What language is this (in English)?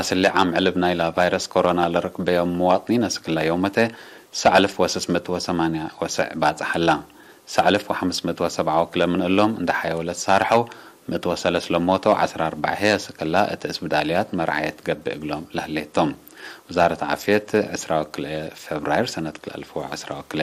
Tigre